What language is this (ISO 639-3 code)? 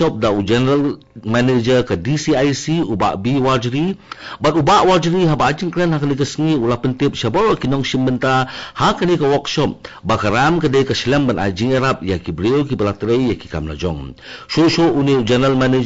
kha